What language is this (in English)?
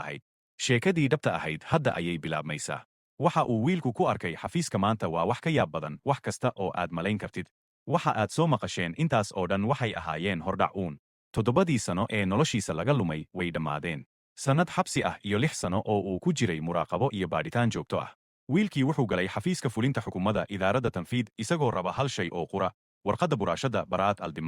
Somali